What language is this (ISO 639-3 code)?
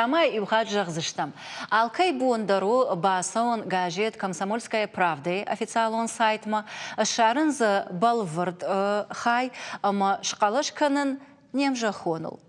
oss